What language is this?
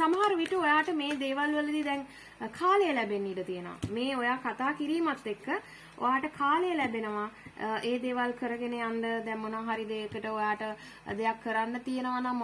Sinhala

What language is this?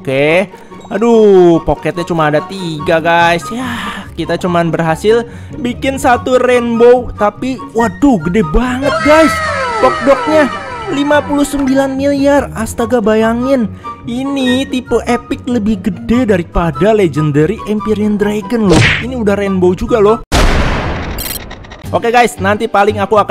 Indonesian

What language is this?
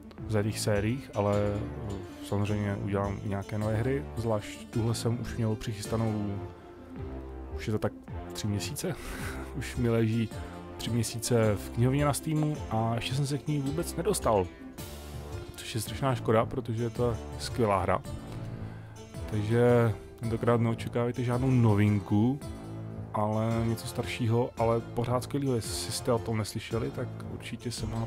Czech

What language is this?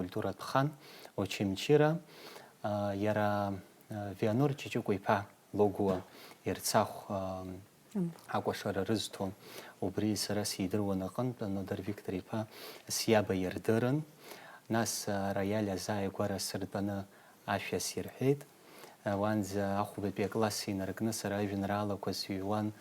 Abkhazian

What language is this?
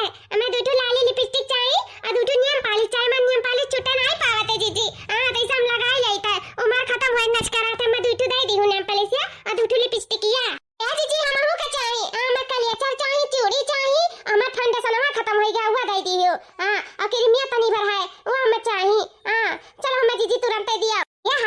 Awadhi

